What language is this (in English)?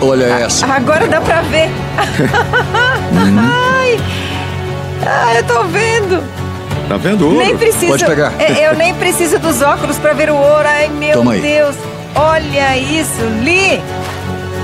Portuguese